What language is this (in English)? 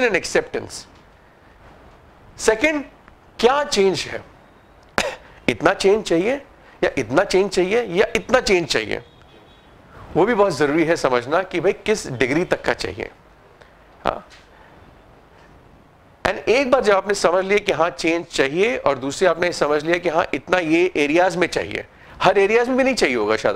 Hindi